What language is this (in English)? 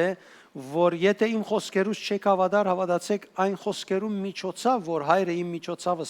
Western Armenian